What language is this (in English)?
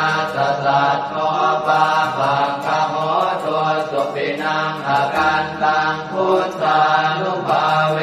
Pali